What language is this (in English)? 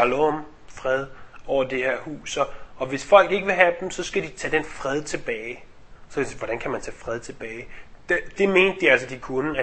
Danish